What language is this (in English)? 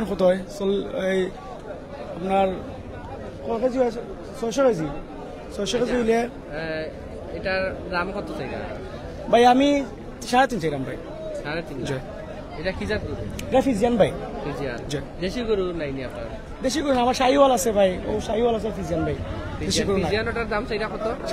Sylheti